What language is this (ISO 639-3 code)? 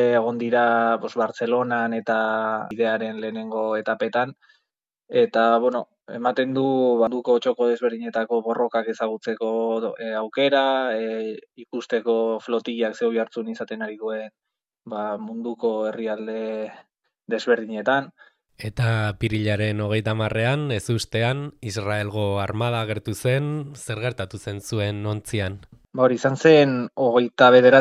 eus